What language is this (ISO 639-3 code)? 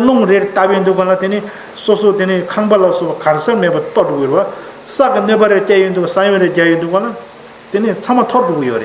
bod